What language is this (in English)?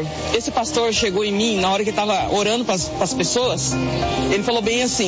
Portuguese